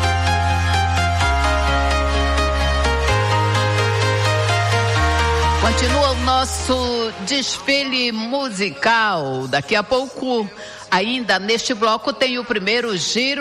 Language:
Portuguese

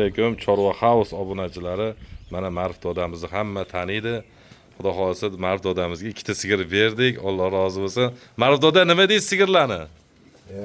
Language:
Uzbek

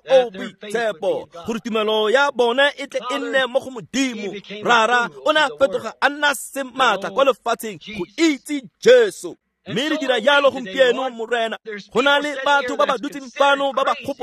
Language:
Tswana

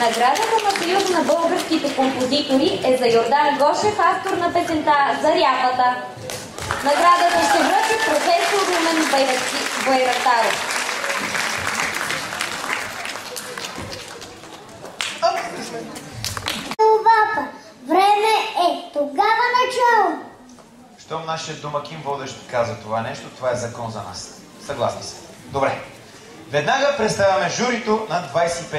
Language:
Bulgarian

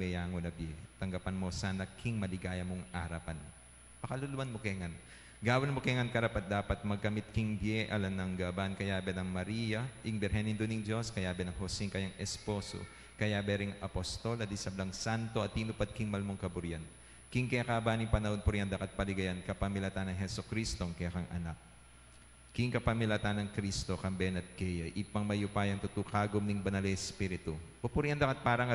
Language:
Pampanga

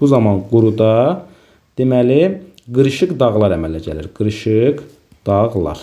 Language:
Azerbaijani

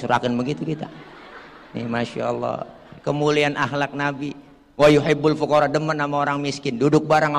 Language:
Betawi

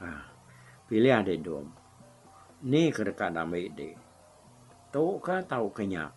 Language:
Iban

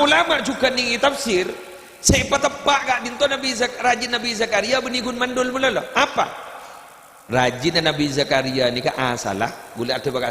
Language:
Madurese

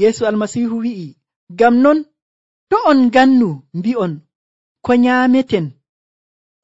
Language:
Nigerian Fulfulde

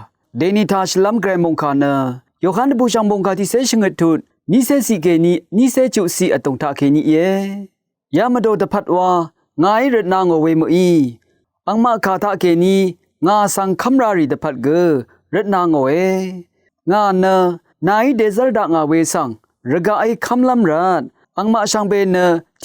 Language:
Rawang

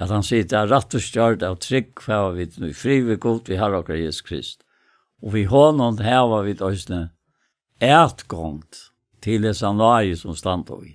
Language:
Faroese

